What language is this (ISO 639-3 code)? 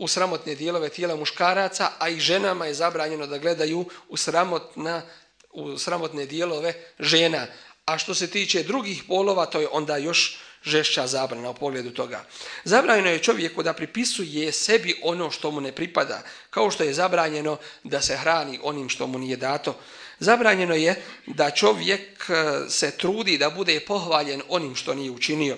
bos